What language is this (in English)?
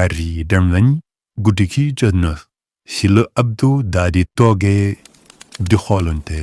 Wolof